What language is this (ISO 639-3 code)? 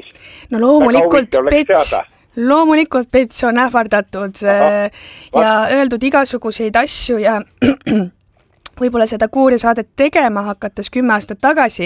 est